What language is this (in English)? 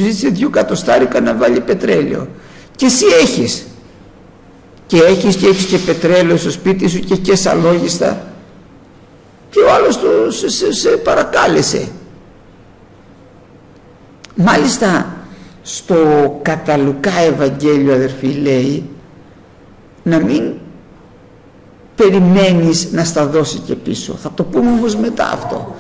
Greek